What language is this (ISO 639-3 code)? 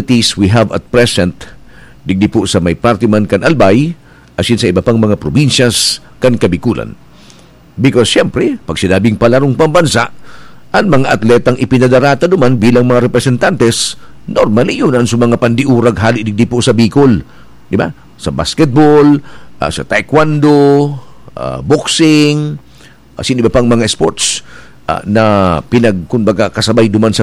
bik